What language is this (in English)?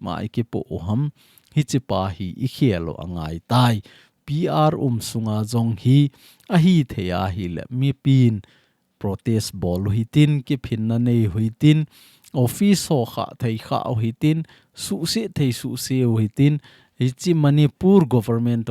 Thado Chin